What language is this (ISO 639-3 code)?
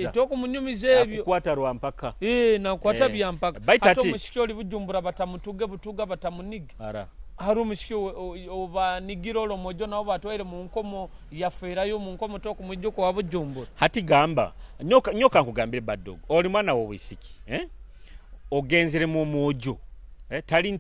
nyo